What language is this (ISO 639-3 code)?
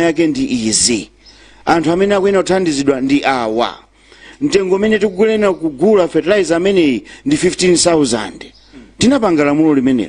nya